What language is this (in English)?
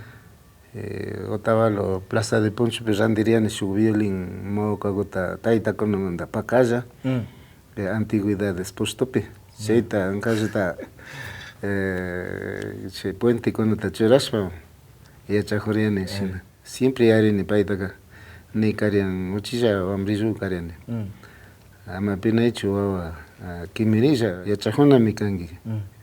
Imbabura Highland Quichua